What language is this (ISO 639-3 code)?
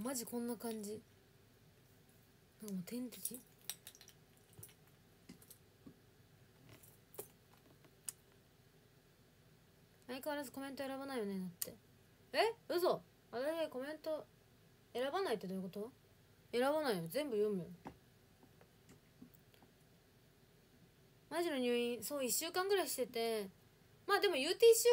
jpn